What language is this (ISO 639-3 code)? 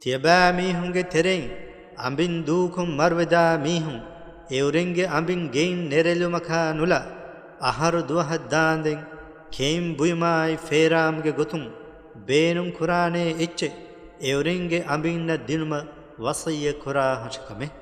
div